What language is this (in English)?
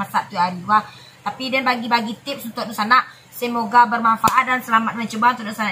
Minangkabau